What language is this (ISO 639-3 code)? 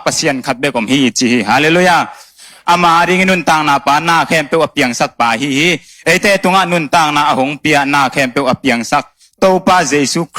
ctd